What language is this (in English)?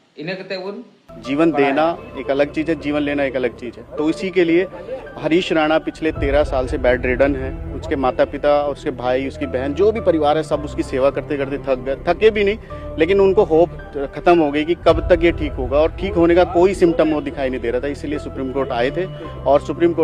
Santali